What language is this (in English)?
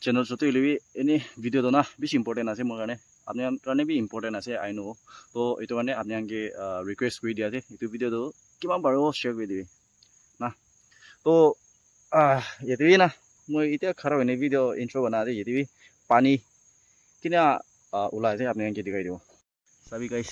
Naga Pidgin